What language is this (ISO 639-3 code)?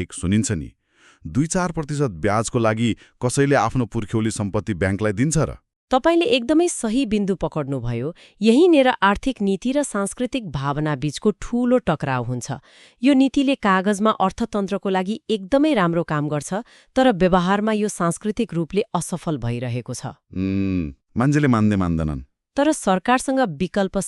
nep